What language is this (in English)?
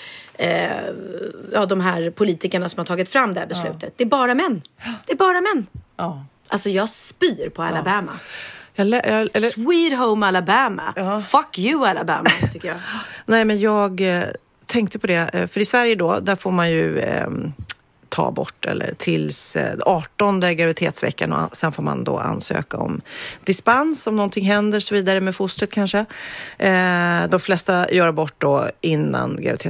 Swedish